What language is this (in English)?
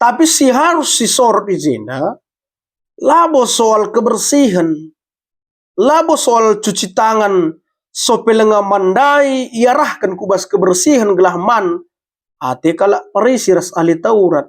Batak Karo